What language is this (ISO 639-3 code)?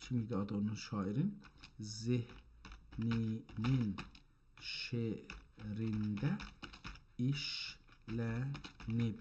azb